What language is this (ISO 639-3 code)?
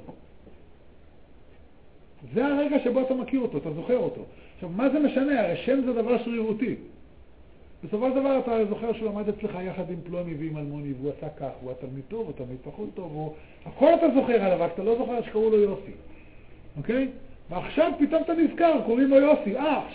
heb